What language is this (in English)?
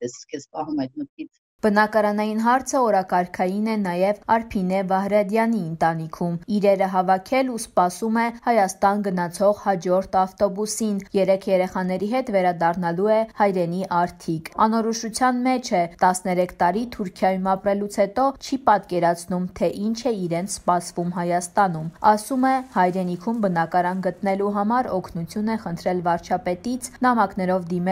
Armenian